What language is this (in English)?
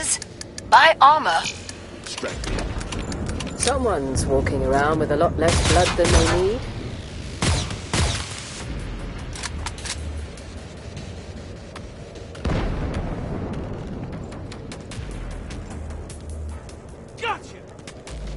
English